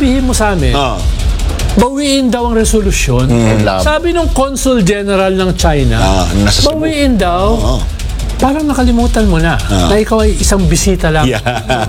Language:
Filipino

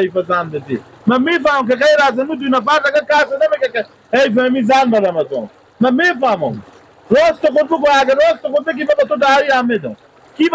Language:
Persian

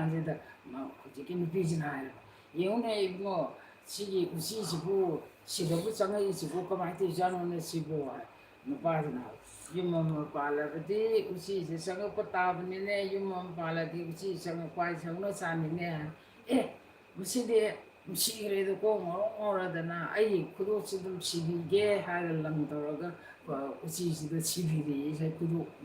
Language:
Manipuri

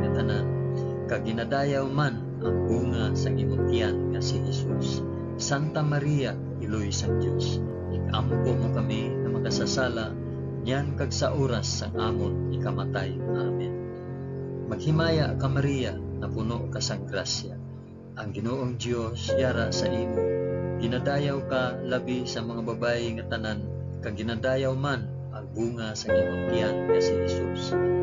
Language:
Hiligaynon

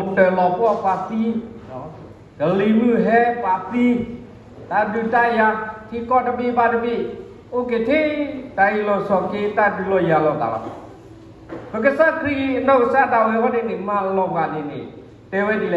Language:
S'gaw Karen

